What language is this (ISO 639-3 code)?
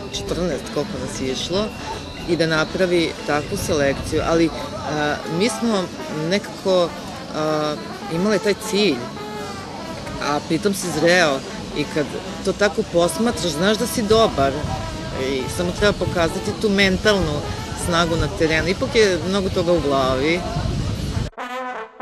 srp